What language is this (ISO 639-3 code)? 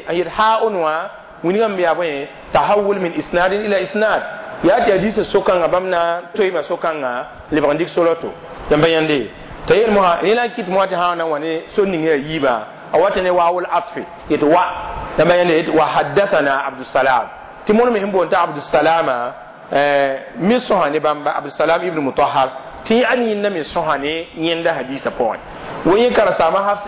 mos